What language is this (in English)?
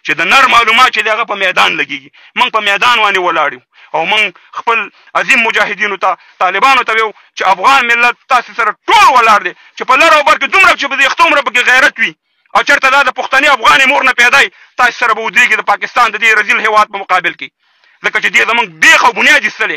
Pashto